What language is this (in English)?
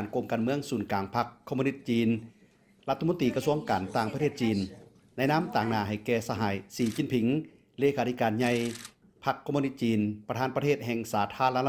Lao